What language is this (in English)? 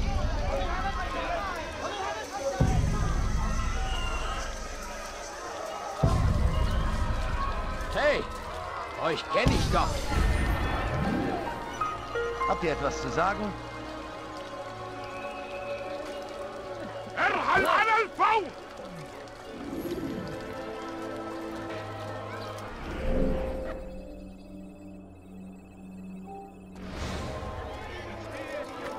German